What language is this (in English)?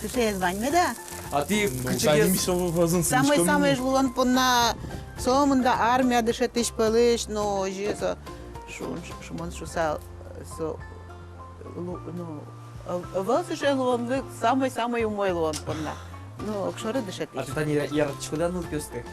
Udmurt